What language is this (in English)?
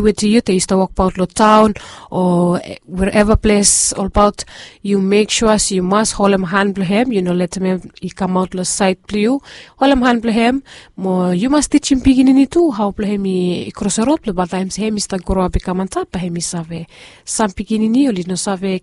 Bislama